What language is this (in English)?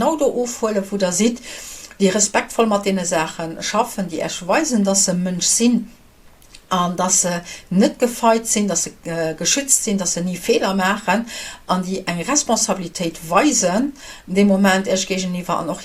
Luxembourgish